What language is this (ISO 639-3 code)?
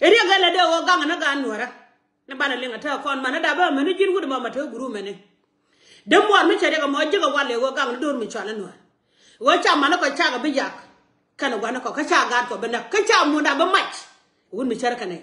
nus